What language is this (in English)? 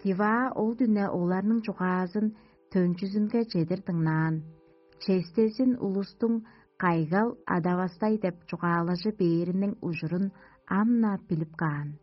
Tuvinian